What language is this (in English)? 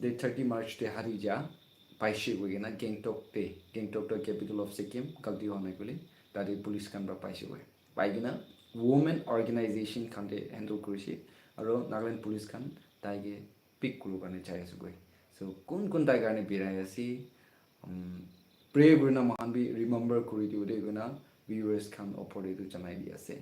Naga Pidgin